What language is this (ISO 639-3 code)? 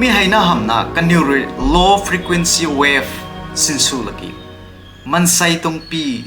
nbu